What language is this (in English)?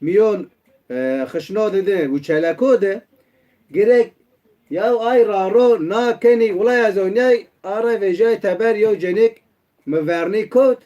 Zaza